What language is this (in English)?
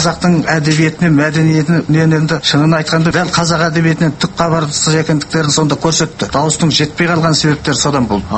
Kazakh